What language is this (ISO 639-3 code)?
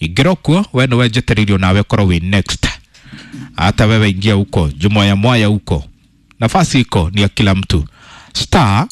kik